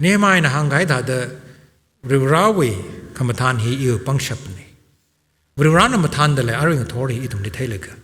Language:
Tangkhul Naga (India)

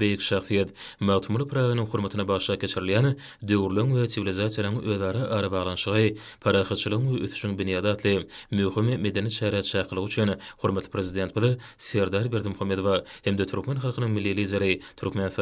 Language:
Turkmen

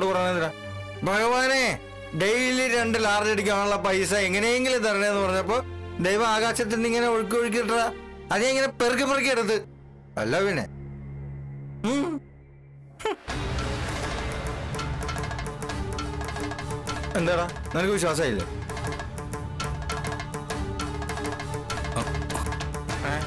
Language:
Malayalam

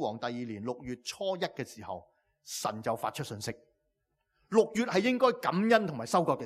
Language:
Cantonese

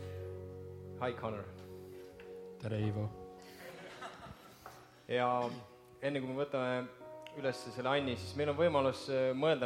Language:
Estonian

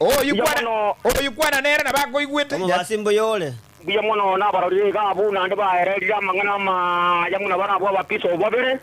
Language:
Gusii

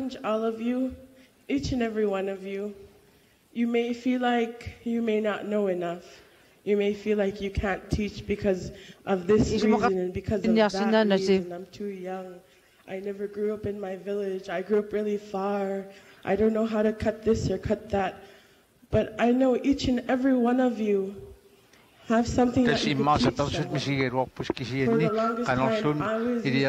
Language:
Kalaallisut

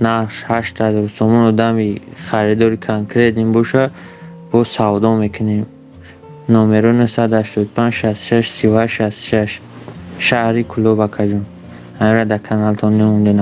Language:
Tajik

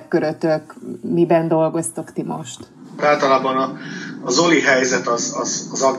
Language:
Hungarian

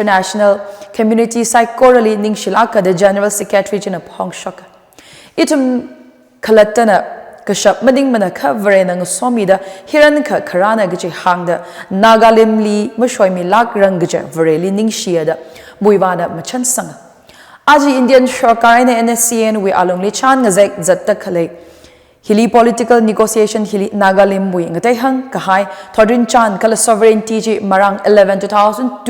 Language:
Tangkhul Naga (India)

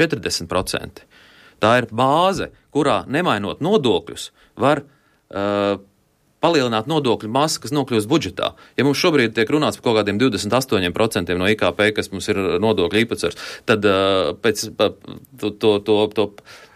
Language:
Latvian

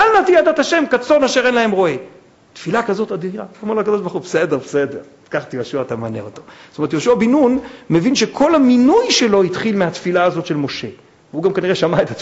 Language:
Hebrew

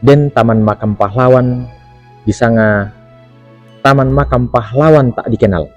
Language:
Toraja-Sa'dan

